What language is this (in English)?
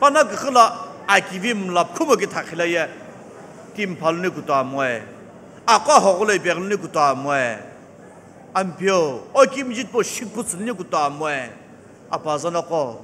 Sumi Naga